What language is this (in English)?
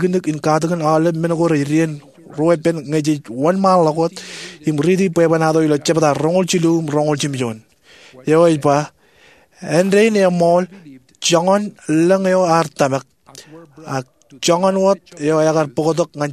Marshallese